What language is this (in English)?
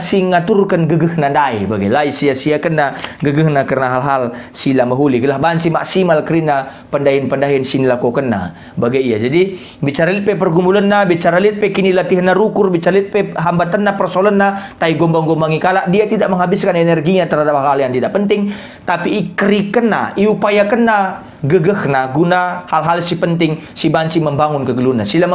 Batak Karo